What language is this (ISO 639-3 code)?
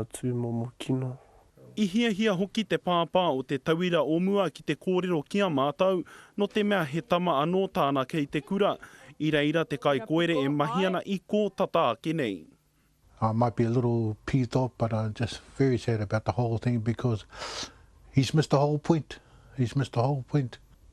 mri